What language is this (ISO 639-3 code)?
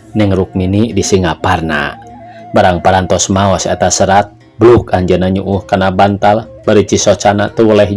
sun